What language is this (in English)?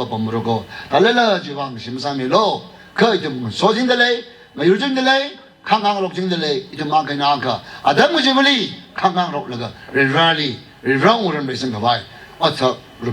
Tangkhul Naga (India)